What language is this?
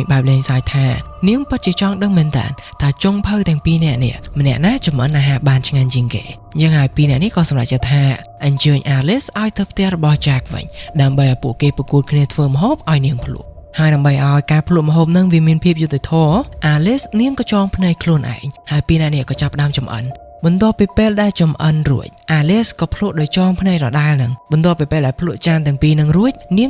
Khmer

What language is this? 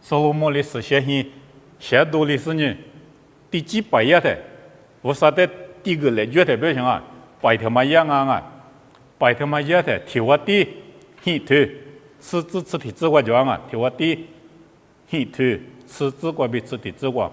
Lisu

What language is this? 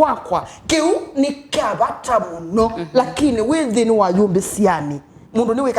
Kamba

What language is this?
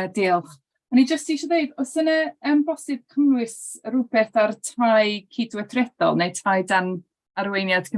Welsh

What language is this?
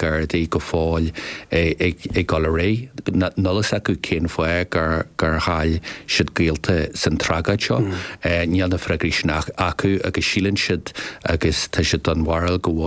Irish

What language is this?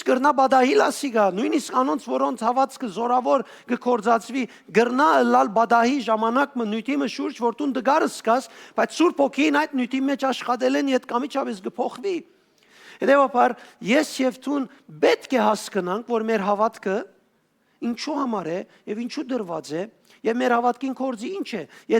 Western Armenian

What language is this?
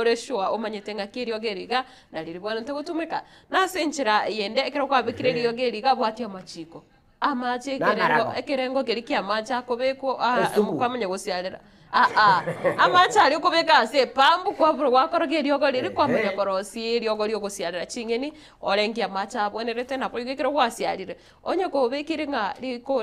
Gusii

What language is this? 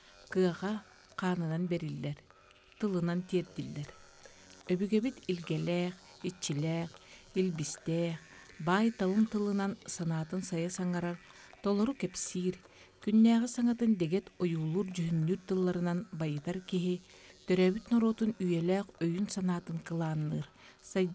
Yakut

